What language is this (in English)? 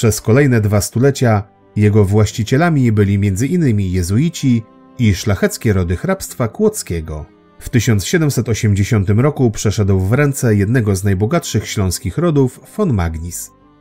Polish